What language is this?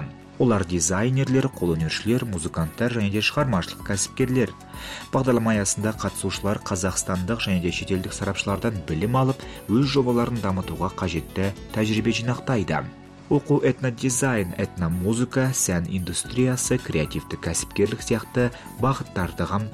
Kazakh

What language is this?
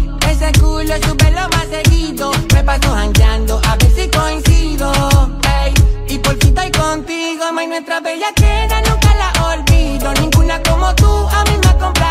Spanish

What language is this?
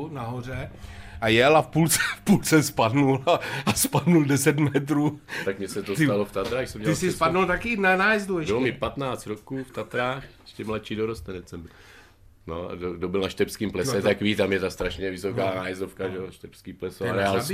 Czech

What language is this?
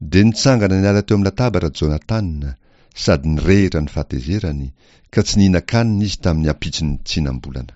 Malagasy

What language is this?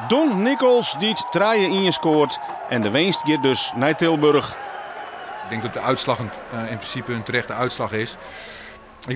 Western Frisian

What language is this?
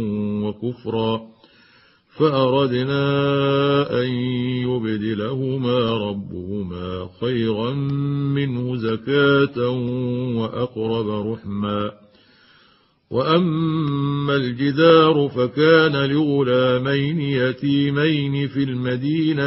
Arabic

